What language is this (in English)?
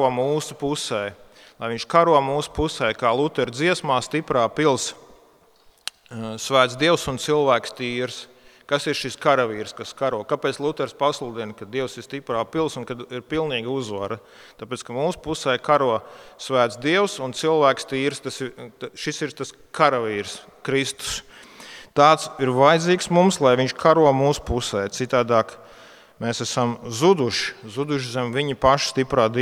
Latvian